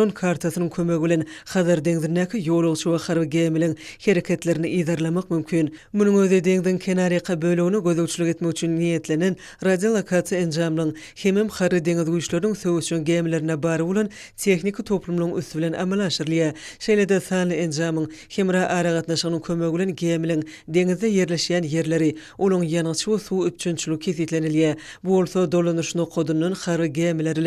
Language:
Turkmen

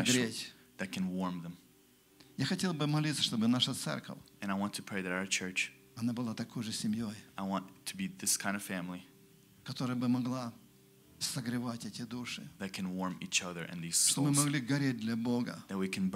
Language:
Russian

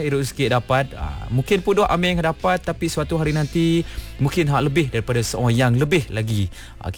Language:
Malay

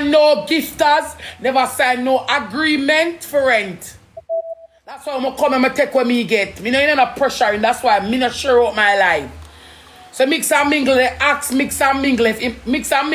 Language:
Jamaican Creole English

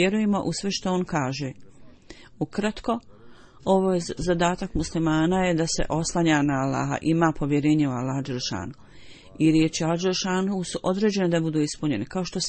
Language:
Bosnian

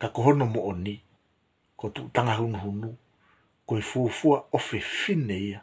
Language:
Tongan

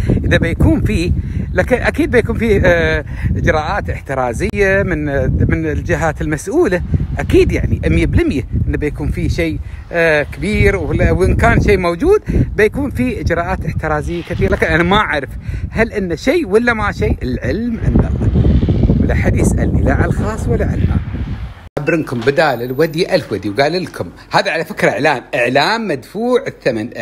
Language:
Gulf Arabic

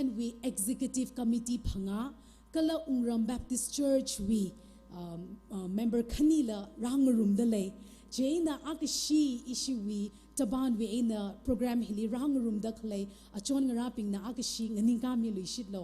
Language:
Tangkhul Naga (India)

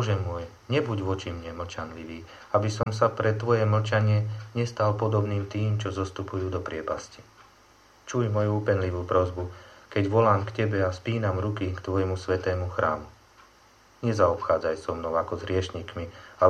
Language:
Slovak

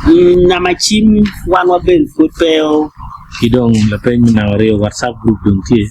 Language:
Acoli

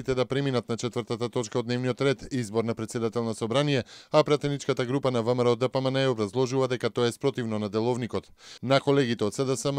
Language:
Macedonian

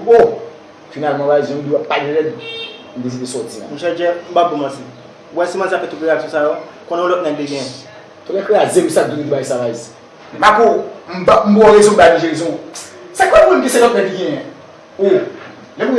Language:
Haitian Creole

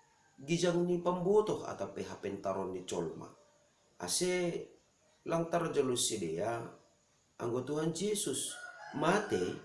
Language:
Batak Simalungun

